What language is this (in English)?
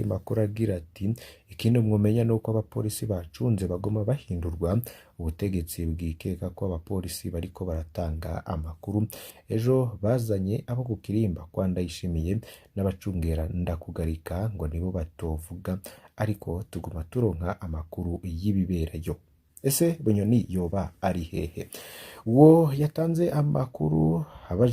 Rundi